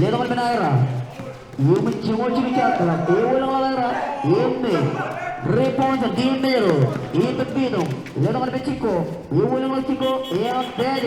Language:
Marshallese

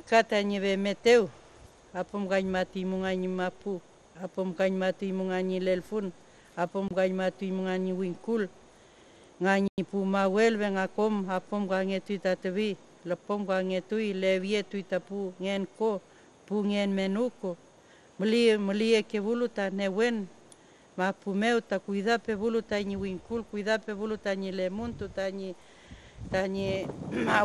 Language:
Mapuche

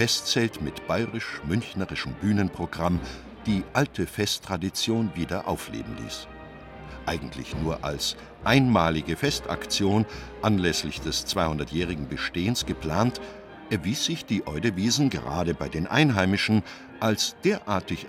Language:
German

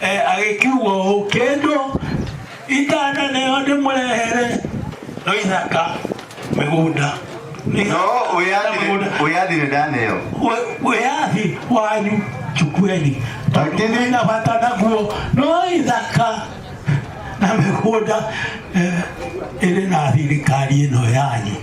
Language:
Kikuyu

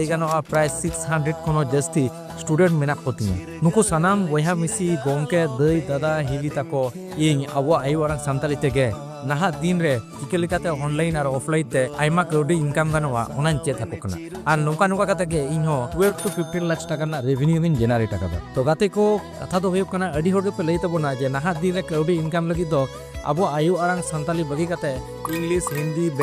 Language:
Santali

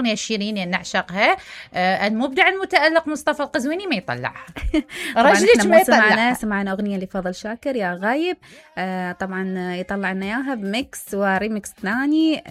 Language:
Mesopotamian Arabic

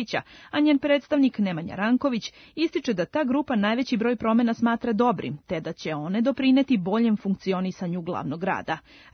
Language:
Serbian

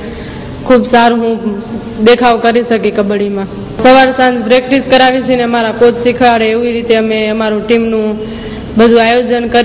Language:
Gujarati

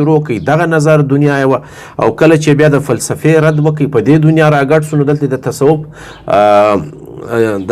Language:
Pashto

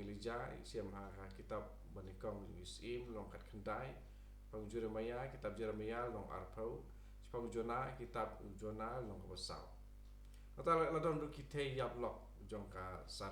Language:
Khasi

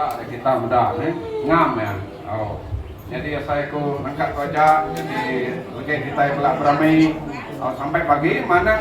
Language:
Iban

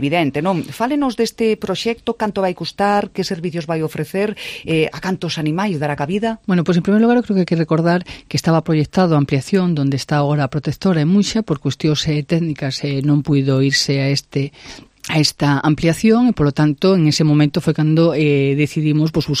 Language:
Galician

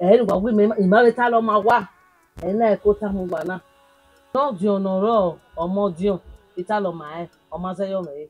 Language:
Bini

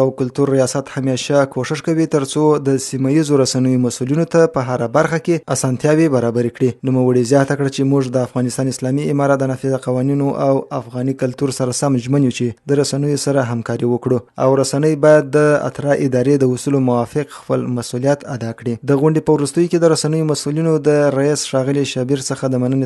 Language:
Pashto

